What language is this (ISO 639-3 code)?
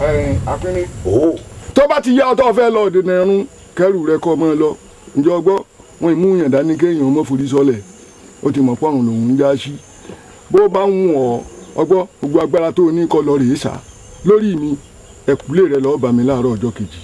yor